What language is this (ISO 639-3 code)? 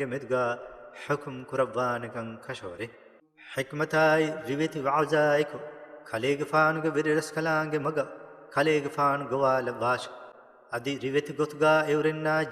div